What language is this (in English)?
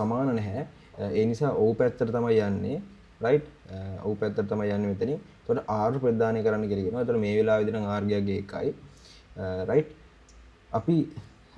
Sinhala